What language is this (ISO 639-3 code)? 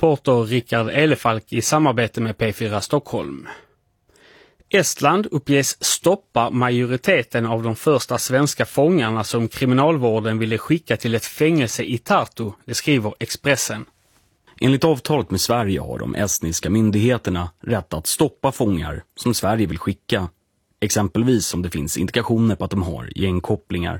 swe